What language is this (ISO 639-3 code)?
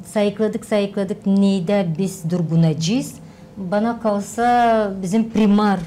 gag